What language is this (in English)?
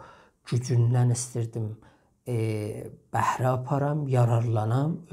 South Azerbaijani